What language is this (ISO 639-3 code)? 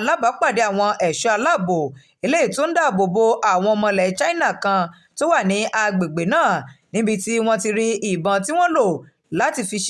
yor